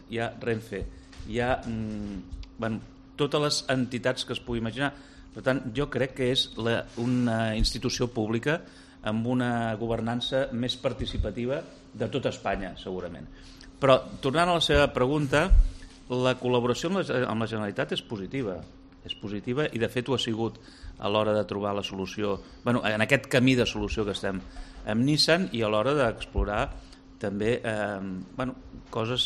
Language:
Catalan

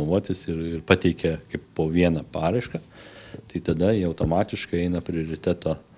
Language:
Lithuanian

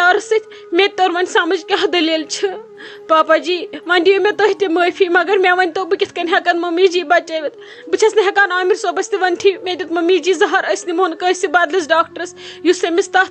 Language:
Kashmiri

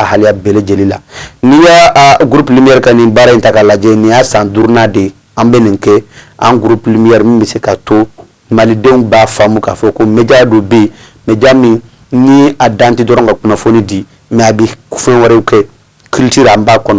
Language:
Bambara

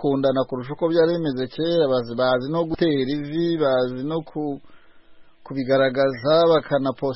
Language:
Kinyarwanda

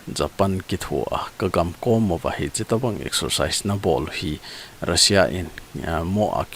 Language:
Thado Chin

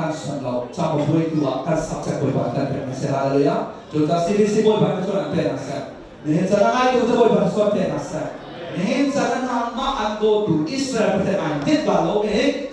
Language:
Hakha Chin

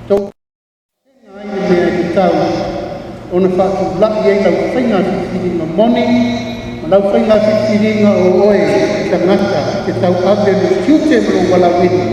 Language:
Samoan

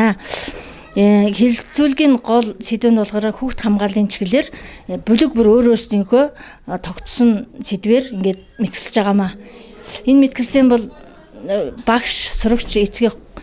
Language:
Mongolian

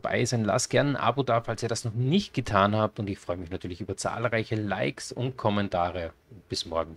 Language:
German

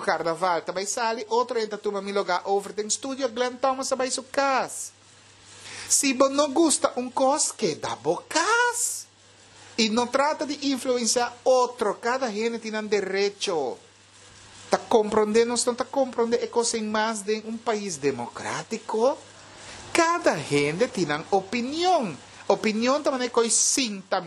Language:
Papiamento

